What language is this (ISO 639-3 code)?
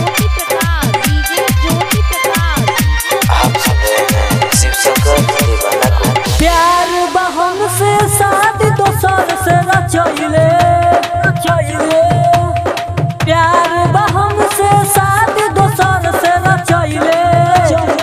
bho